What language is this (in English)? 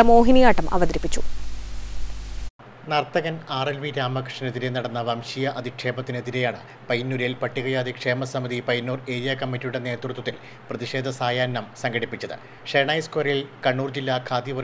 Malayalam